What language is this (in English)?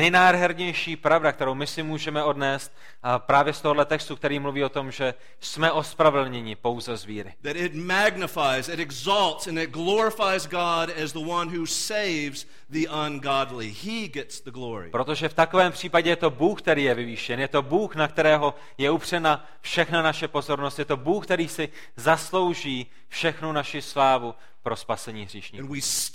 Czech